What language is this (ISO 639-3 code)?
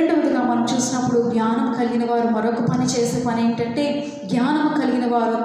tel